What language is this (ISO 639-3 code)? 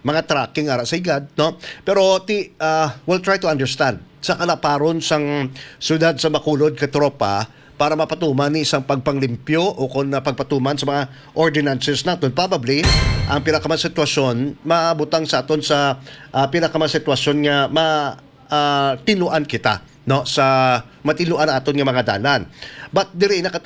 hil